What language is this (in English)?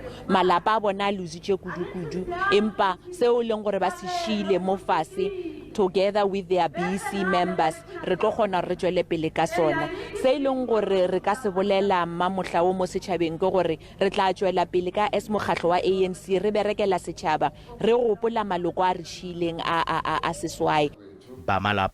Northern Sotho